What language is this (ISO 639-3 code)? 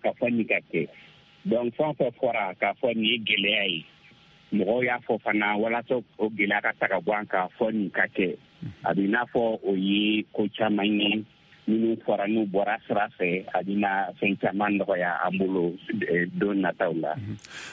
bam